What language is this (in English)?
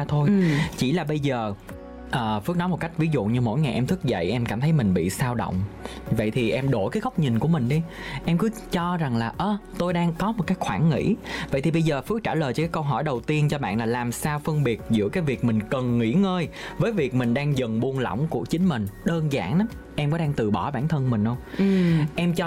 Vietnamese